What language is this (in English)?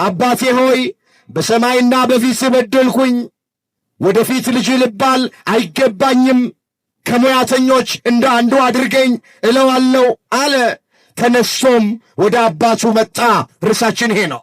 Amharic